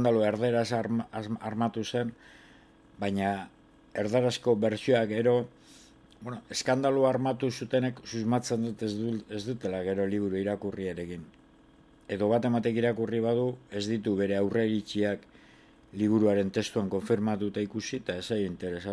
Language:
Basque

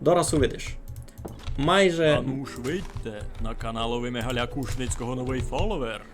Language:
Rusyn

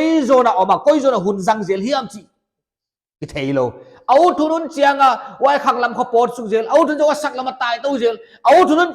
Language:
Paite Chin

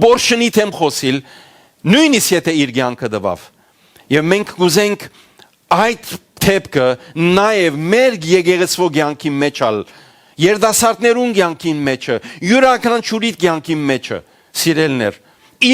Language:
Western Armenian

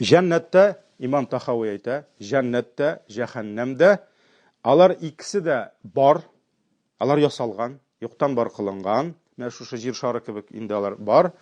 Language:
Tatar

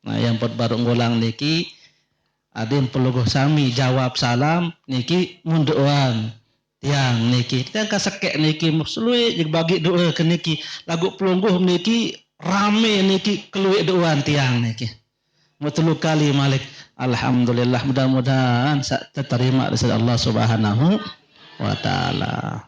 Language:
Sasak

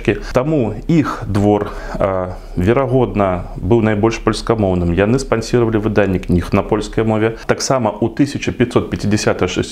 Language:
Belarusian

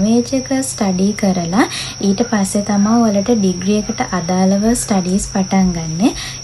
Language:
Sinhala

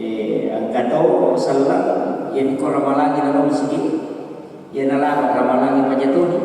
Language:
Buginese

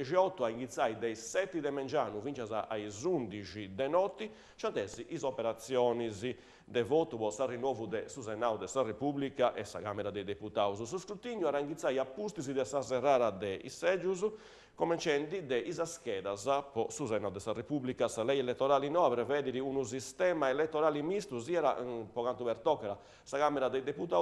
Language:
Sardinian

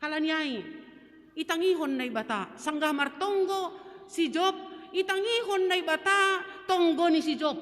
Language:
Batak Simalungun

